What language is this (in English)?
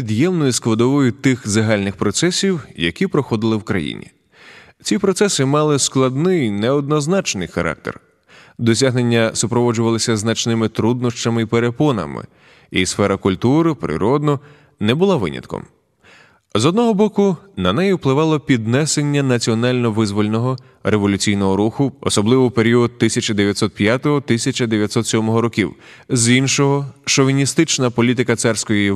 Ukrainian